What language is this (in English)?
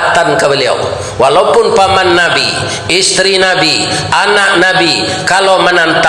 Minangkabau